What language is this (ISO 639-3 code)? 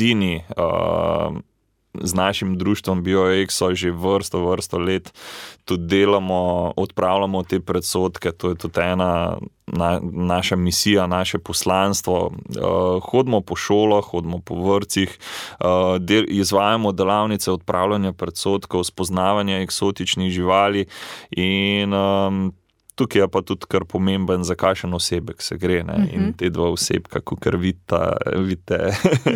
slv